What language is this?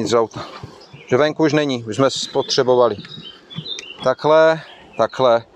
Czech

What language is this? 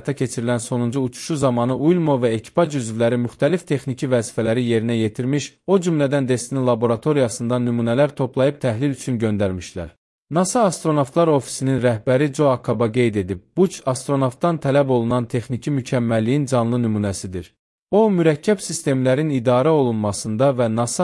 Azerbaijani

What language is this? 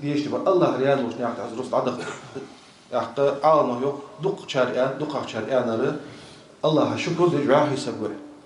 Ingush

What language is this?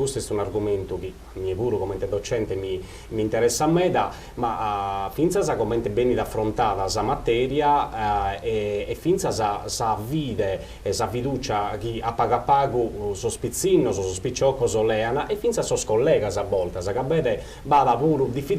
Sardinian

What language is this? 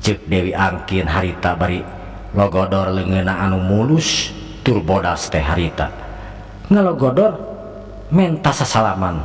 Sundanese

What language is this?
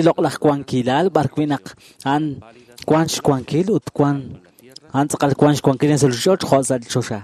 Kekchí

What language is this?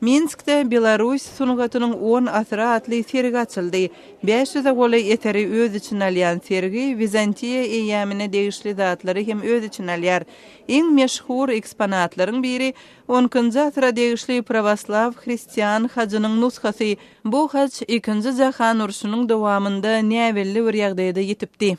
Turkmen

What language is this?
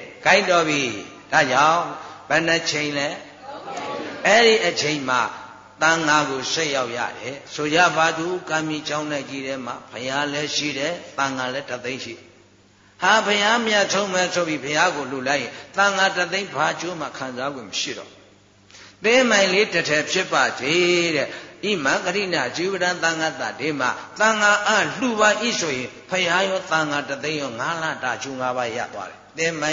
Burmese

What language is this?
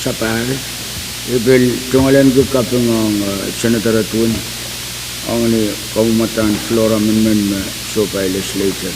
Pohnpeian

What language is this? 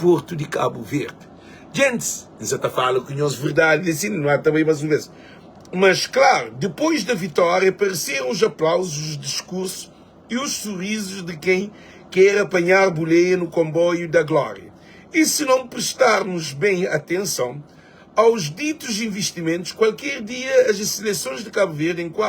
Kabuverdianu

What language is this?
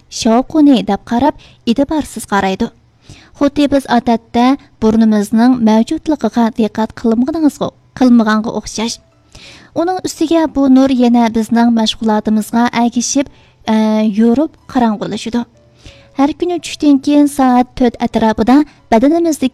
Uyghur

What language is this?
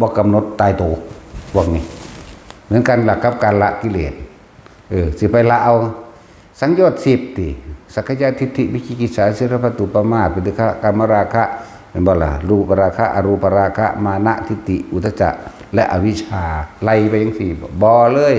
Northeastern Thai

